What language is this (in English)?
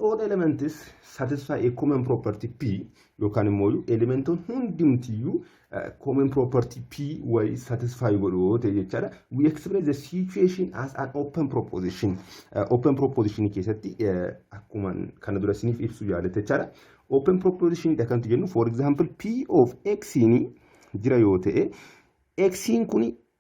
Oromo